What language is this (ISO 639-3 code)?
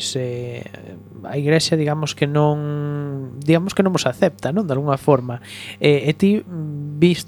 glg